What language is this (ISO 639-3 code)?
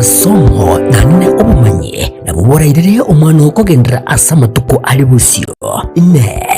guz